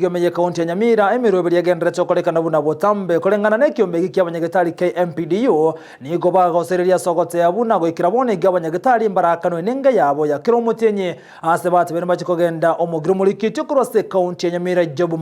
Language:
Gusii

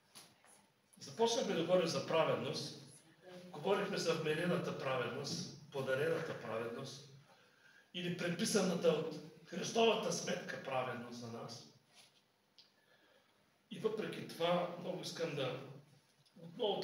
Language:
Bulgarian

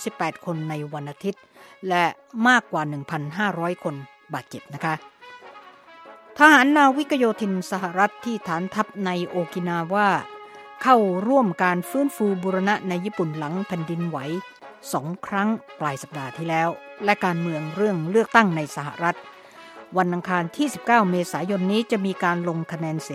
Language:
Thai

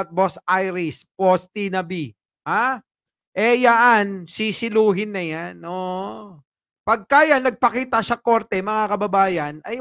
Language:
Filipino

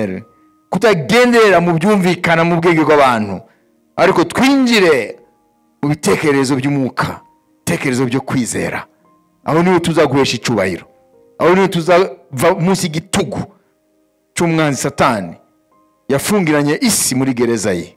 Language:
Kinyarwanda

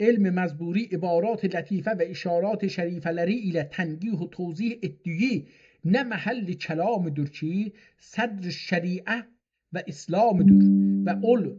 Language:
South Azerbaijani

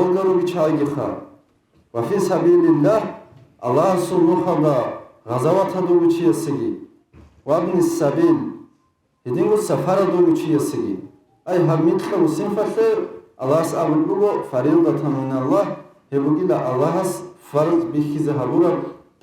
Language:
Avaric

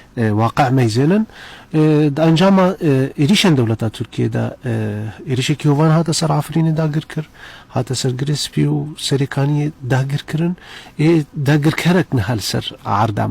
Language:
Kurdish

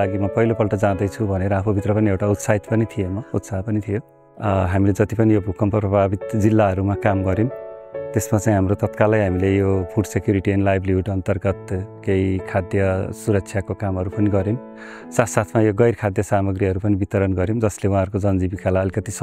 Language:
Nepali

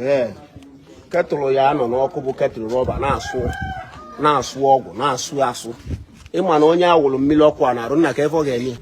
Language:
Igbo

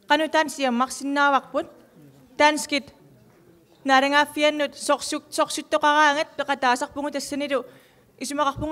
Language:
Kalaallisut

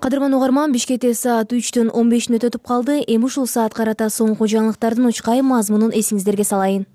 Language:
Kyrgyz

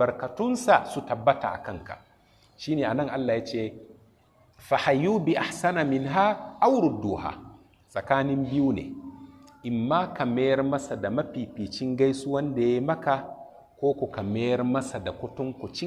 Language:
Hausa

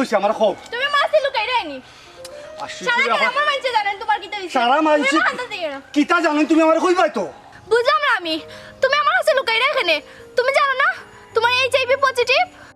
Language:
Sylheti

